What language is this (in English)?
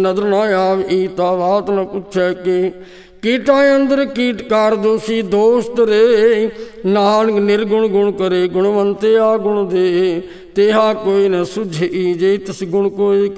Punjabi